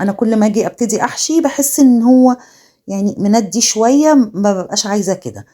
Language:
Egyptian Arabic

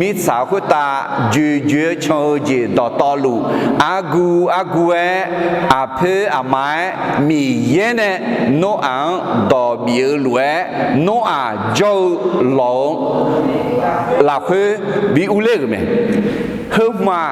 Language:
Akha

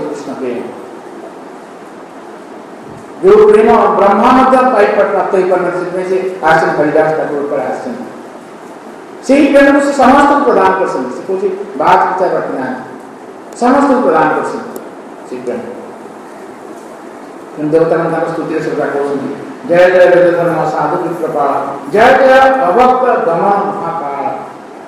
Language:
Odia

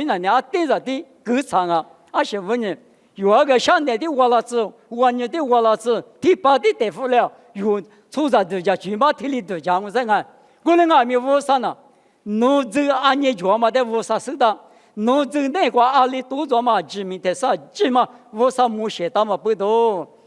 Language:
Lisu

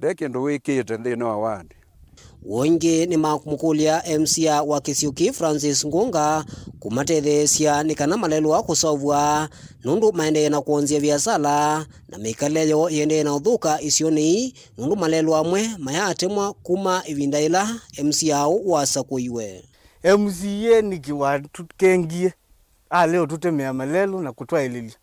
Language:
Kamba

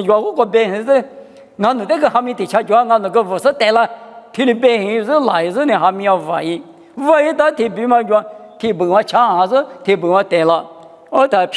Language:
Lisu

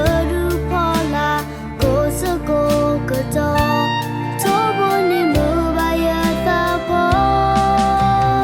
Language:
S'gaw Karen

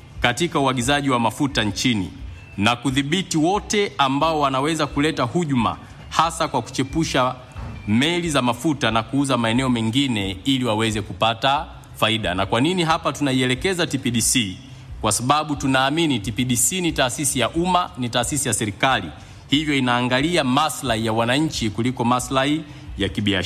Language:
Swahili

